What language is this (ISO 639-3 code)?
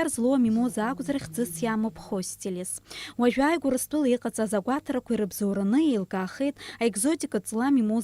abk